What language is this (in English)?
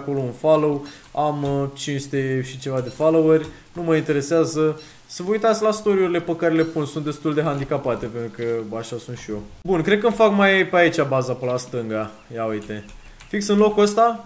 Romanian